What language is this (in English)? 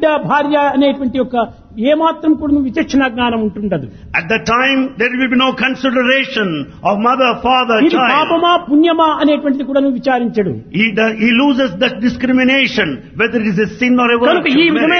Telugu